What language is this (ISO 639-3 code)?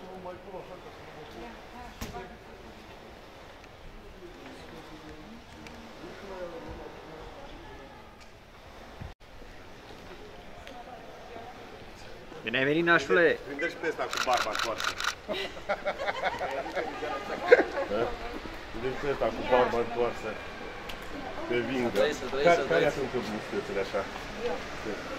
ron